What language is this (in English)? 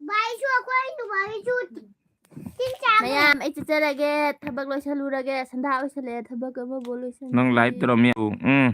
Manipuri